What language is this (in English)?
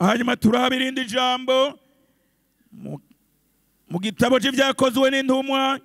Rundi